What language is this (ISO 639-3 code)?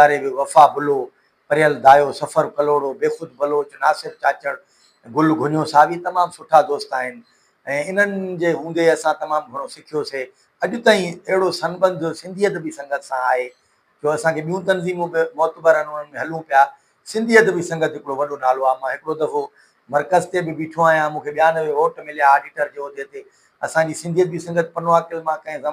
snd